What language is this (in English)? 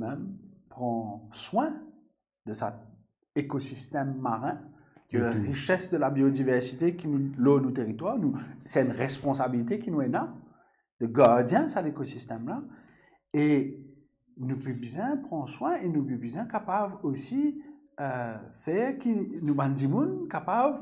Morisyen